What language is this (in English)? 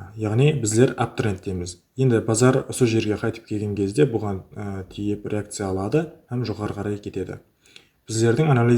Kara-Kalpak